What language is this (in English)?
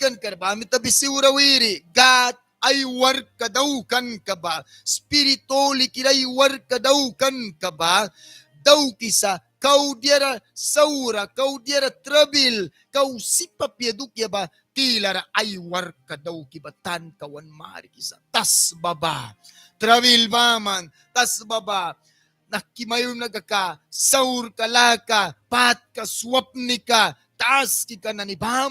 Mískito